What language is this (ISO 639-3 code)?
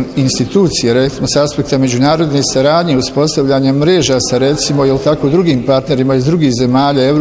bos